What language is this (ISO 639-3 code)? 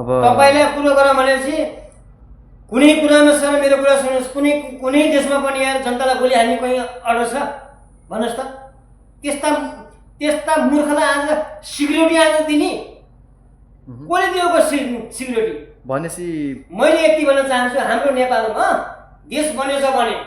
nep